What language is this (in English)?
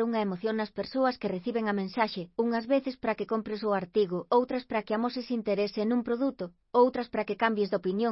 Galician